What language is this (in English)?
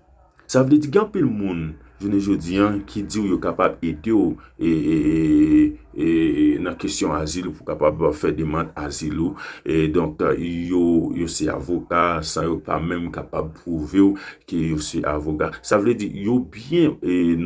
Haitian Creole